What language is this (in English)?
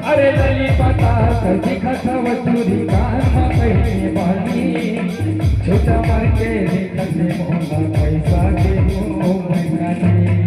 Chhattisgarhi